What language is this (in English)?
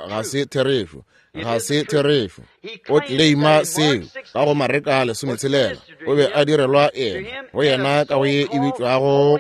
Northern Sotho